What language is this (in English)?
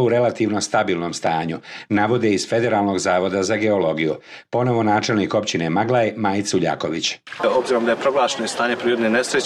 Bosnian